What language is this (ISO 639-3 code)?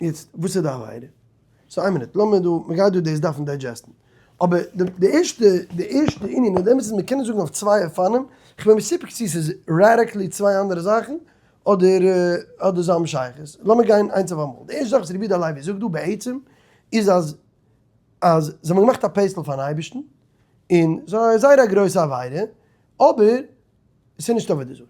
yid